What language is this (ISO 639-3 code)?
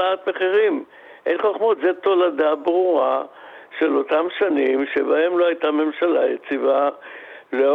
heb